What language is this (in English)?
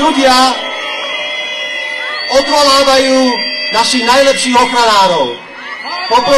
Slovak